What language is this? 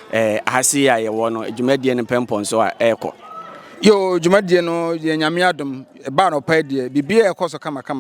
Akan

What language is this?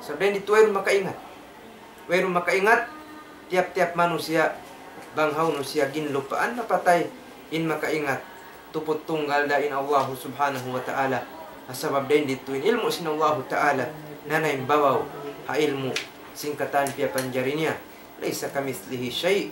Tausug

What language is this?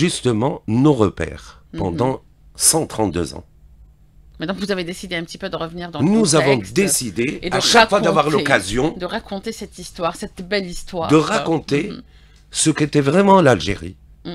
French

